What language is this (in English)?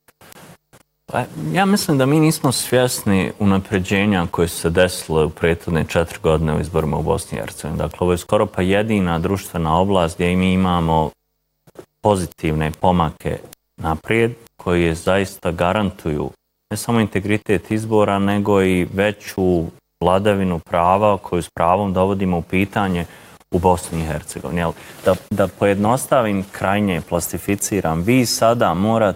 Bosnian